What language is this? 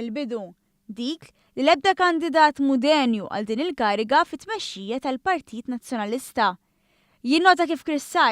Maltese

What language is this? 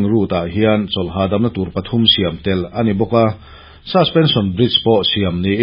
Mizo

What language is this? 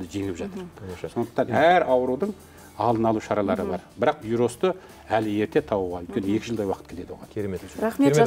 Kazakh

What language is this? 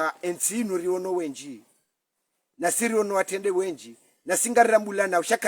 Ngazidja Comorian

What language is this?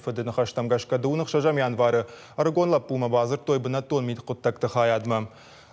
Ossetic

